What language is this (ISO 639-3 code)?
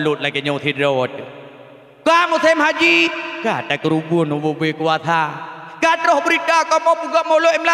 ace